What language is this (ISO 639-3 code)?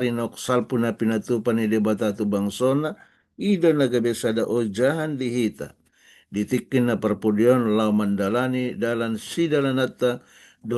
bbc